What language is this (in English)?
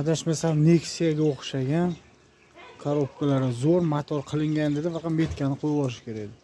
Uzbek